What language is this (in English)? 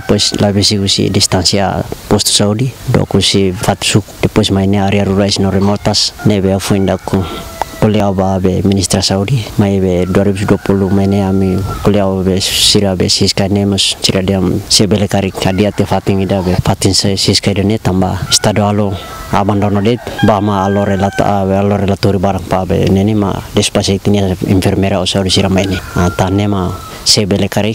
Tetum